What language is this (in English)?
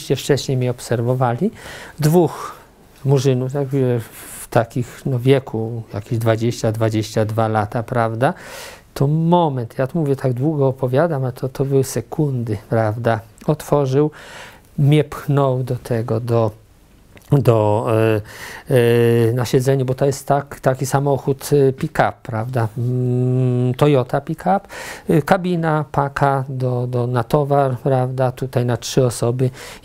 Polish